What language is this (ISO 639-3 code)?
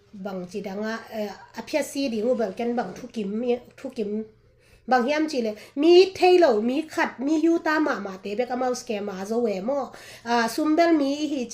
ctd